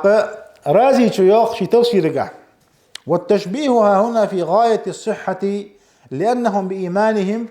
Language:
Ingush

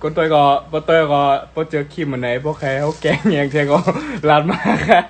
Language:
Shan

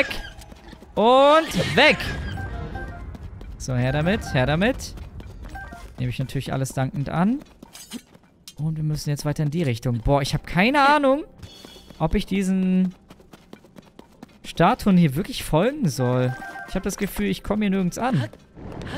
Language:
German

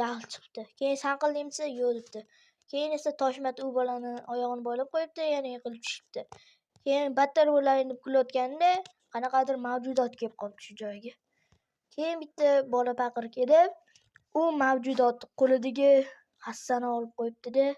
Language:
Uzbek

